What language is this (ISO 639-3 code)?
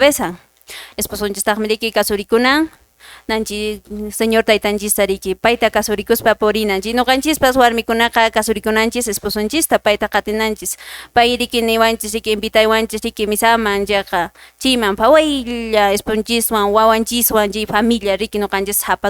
que